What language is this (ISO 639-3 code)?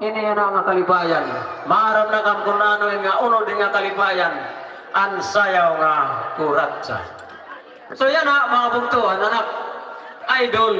war